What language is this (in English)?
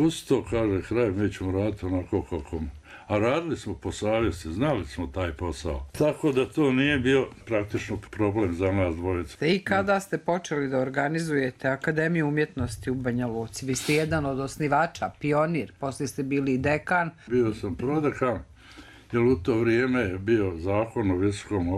Bosnian